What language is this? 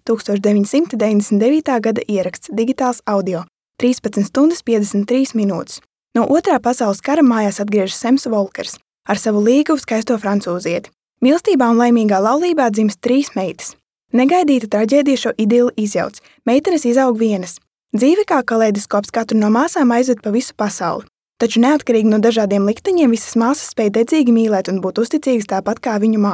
Latvian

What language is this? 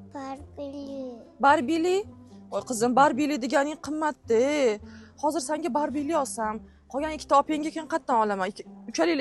Uzbek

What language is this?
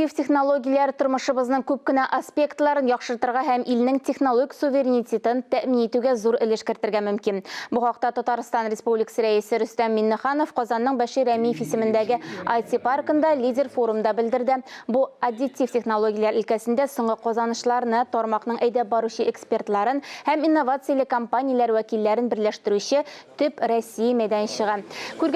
Tatar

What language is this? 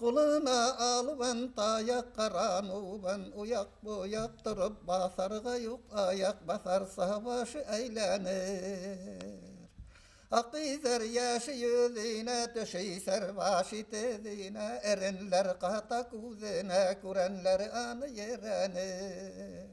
Bashkir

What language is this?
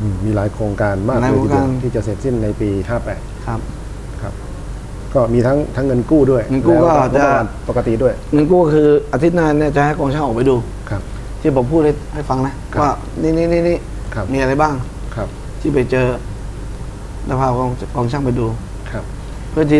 Thai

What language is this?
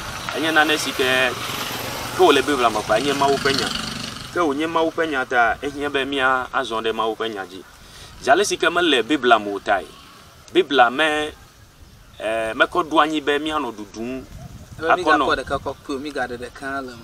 Ewe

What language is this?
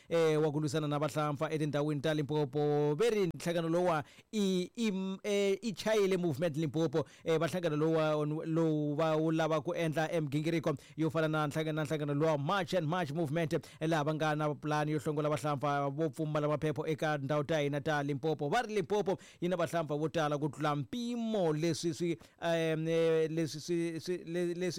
Tsonga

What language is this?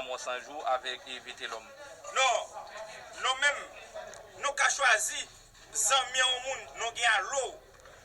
Haitian Creole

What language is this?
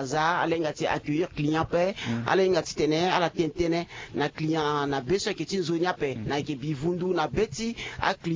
Sango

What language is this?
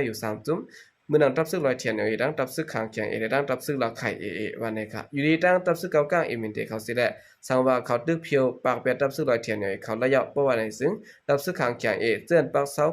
Shan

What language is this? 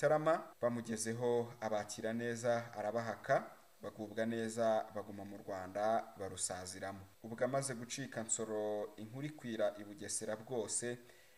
Kinyarwanda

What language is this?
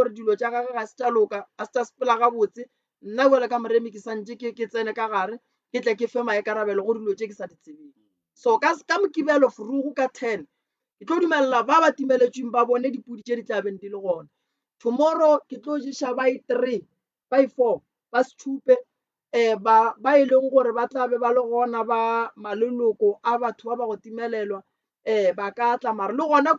Northern Sotho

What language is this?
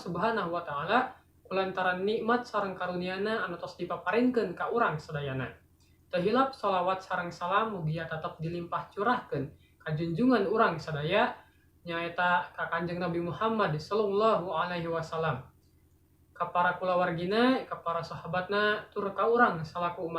Sundanese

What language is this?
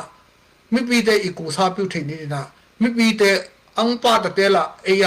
Tedim Chin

